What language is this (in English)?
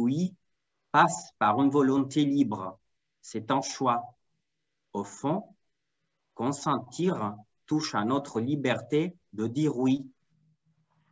French